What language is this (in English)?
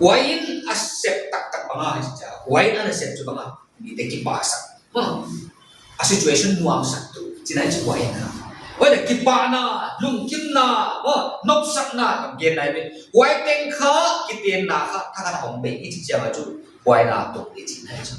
Paite Chin